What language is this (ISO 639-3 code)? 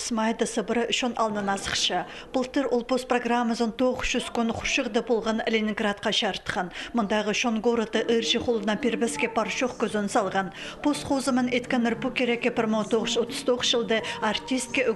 kjh